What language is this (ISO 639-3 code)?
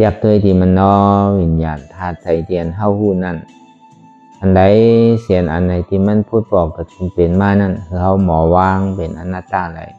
shn